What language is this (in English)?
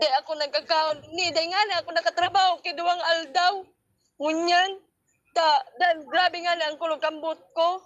Bikol